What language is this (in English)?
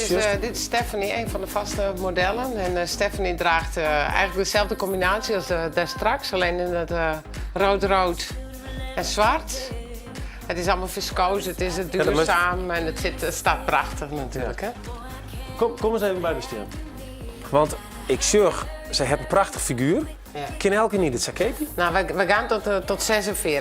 Western Frisian